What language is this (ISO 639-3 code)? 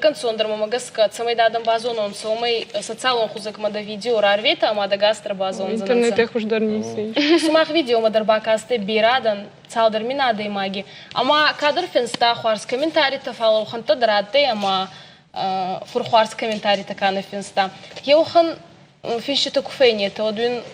oss